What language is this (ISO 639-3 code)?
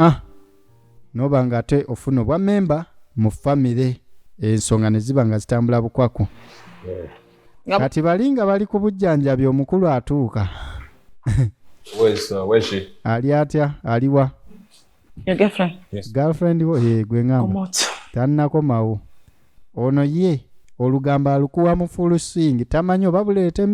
lug